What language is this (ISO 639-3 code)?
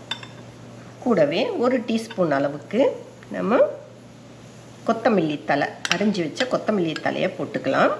tam